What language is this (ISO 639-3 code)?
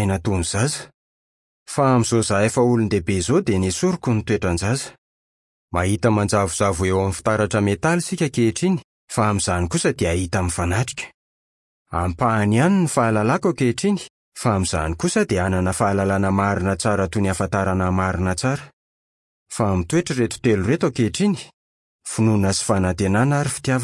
mlg